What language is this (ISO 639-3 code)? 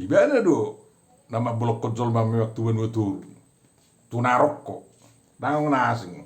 bbc